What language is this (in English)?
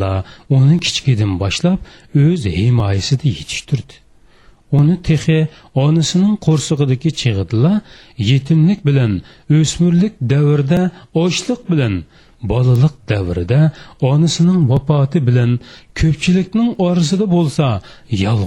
Uyghur